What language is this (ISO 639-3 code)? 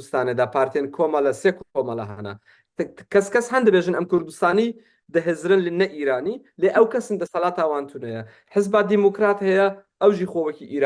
kur